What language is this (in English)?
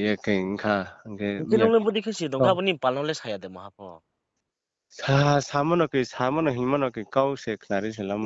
Riang (India)